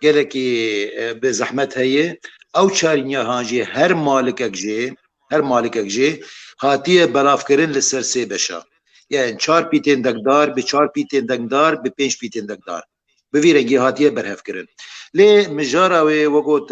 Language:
Kurdish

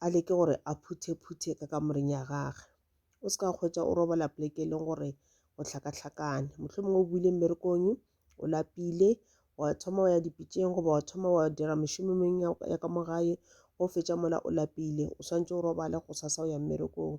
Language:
Northern Sotho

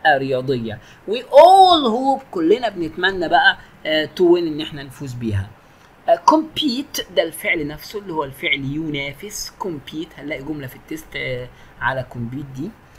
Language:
Egyptian Arabic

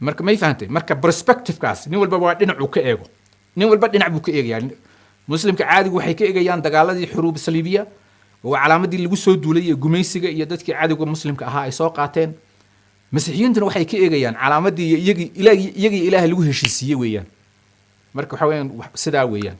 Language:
Somali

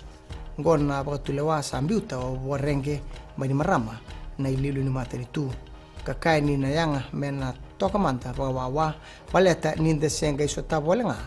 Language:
Fijian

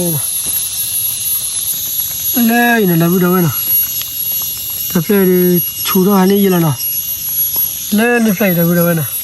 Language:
S'gaw Karen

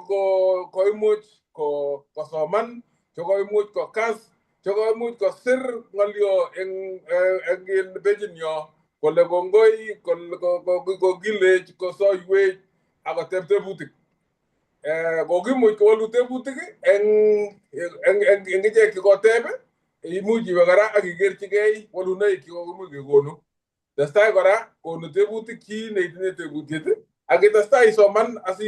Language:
Kalenjin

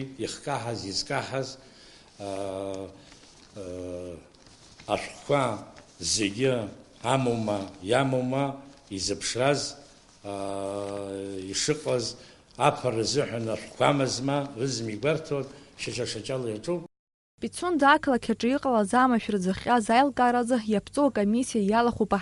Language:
Abkhazian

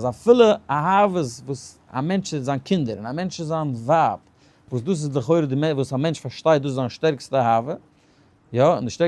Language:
Yiddish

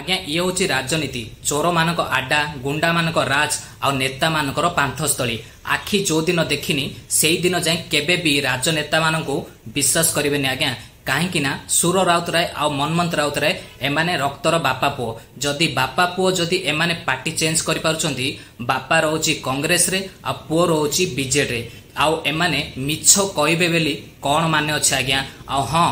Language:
Odia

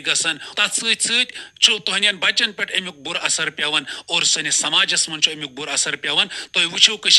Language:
Kashmiri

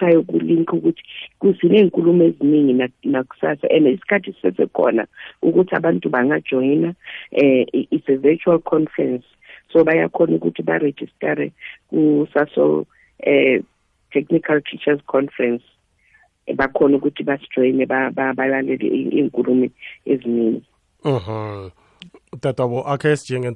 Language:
South Ndebele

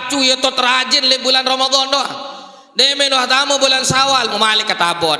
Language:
Sasak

